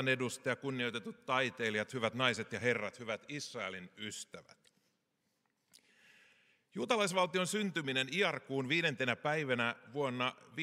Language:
Finnish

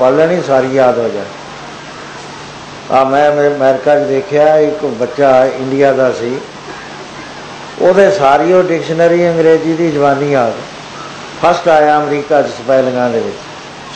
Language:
Punjabi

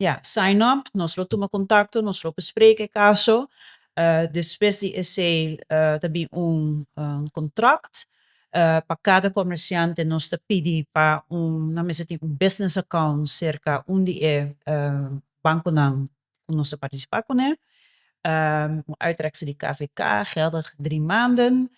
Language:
Papiamento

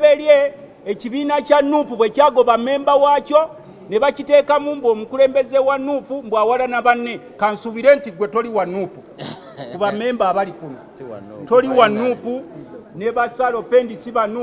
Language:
Ganda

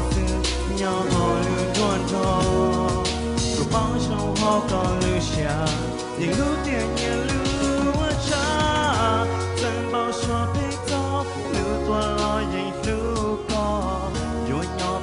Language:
Hmong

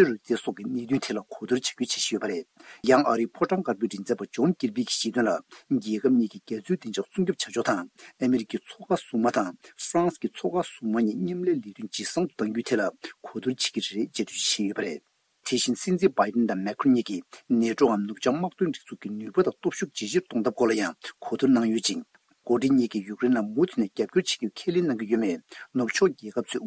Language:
Tibetan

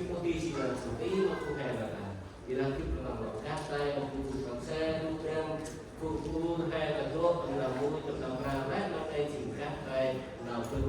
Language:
Central Mnong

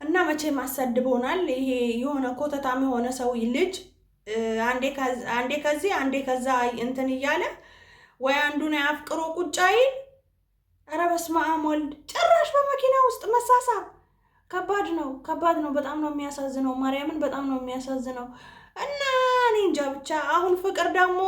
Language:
Amharic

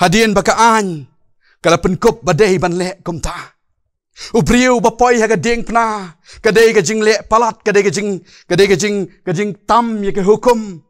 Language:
Khasi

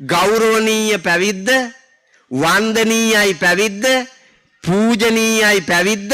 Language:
Sinhala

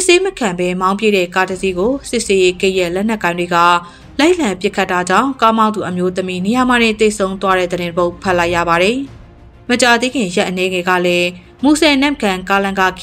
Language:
Burmese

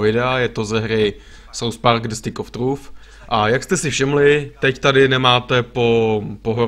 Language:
Czech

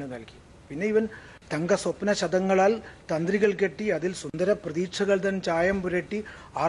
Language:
Malayalam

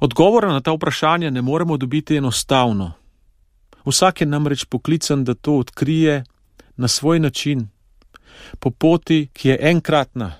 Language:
Slovenian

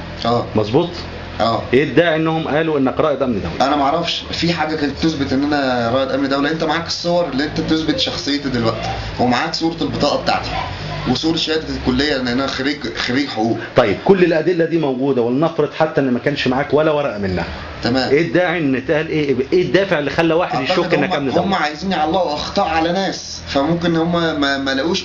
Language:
Egyptian Arabic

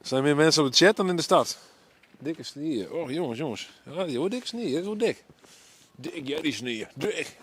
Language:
Western Frisian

